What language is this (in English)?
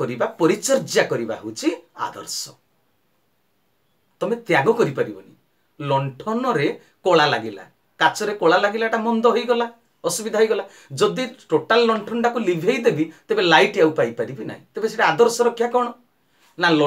Odia